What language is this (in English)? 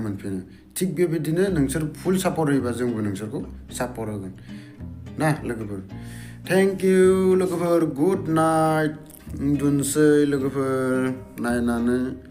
Bodo